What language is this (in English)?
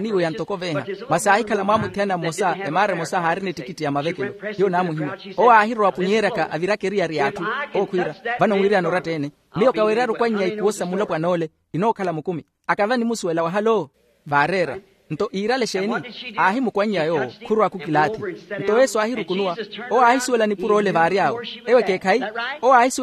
Makhuwa